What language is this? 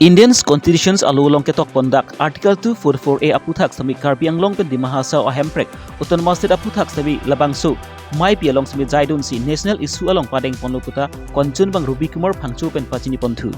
Karbi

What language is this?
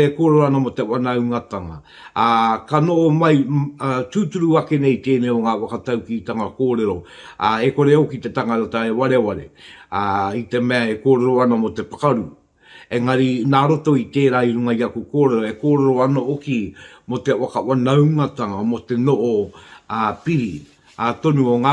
Māori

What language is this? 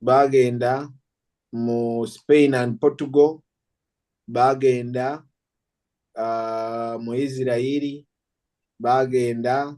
Ganda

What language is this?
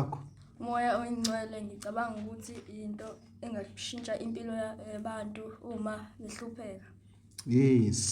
Zulu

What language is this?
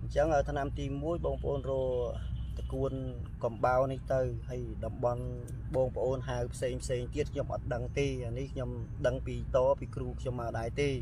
Khmer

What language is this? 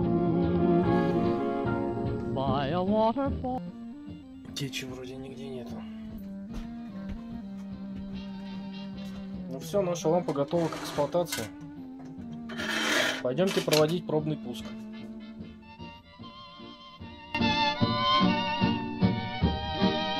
Russian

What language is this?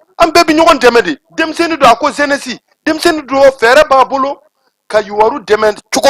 Bambara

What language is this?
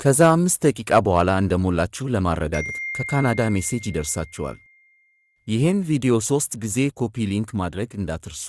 Amharic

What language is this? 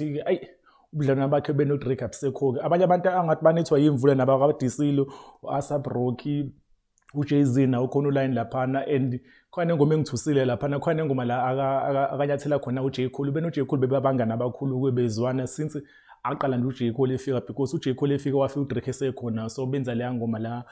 Zulu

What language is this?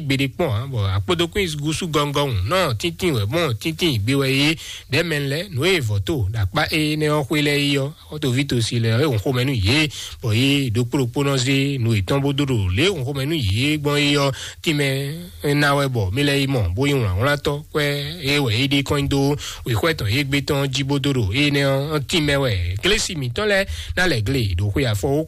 Fon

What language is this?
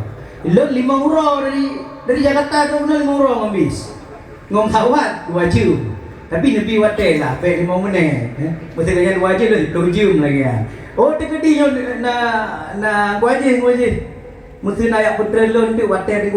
Achinese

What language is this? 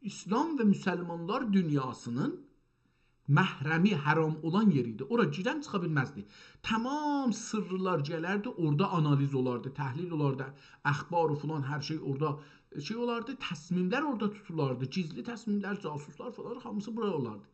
South Azerbaijani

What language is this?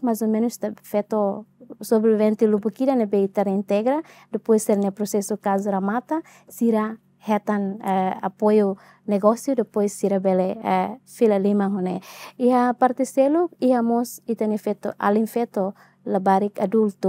Tetum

